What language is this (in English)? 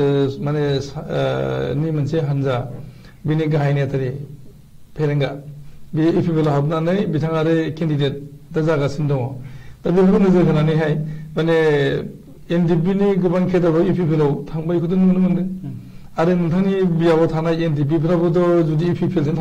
Bodo